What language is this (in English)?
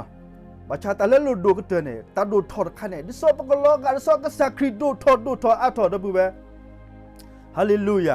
S'gaw Karen